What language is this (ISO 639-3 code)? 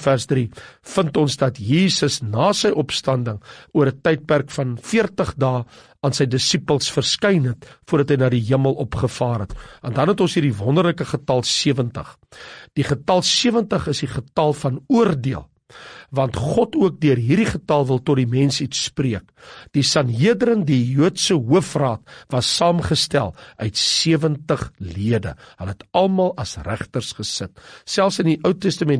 afr